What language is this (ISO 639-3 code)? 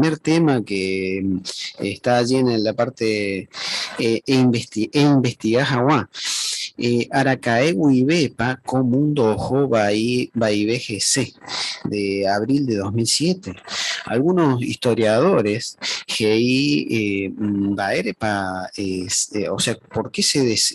grn